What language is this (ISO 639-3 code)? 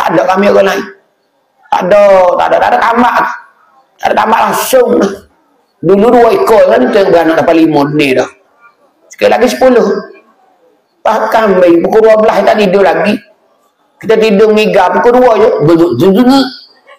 msa